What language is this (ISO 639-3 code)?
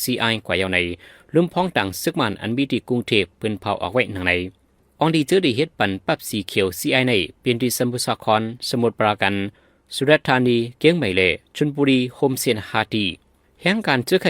shn